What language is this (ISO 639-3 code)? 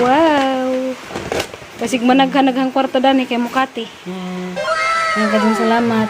ceb